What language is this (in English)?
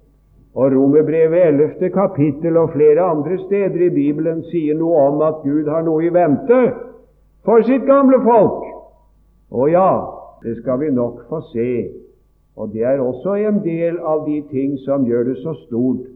Norwegian